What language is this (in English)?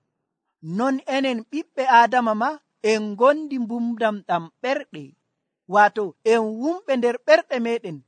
Nigerian Fulfulde